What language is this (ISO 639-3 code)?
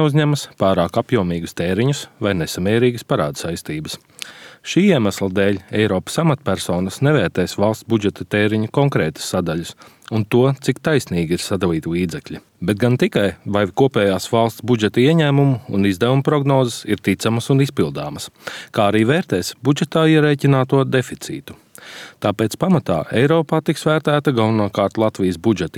lav